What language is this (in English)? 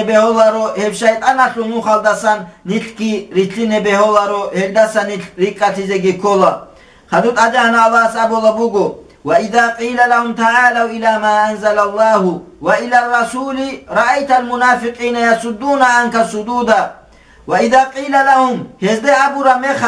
Avaric